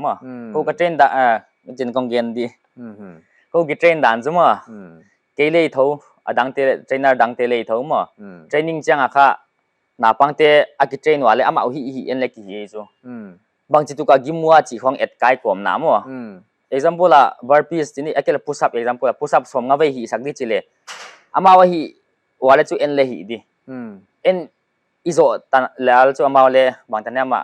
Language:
Paite Chin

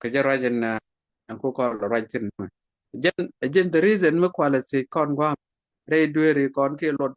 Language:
Nuer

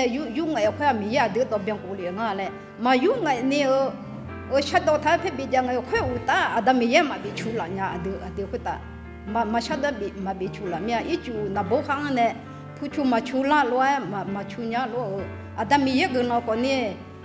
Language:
Akha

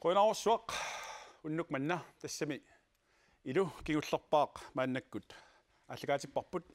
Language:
Kalaallisut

